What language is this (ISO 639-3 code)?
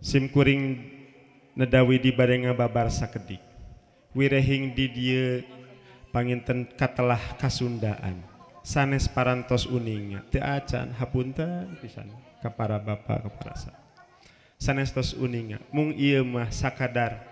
sun